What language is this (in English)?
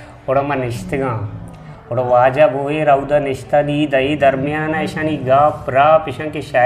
Eastern Balochi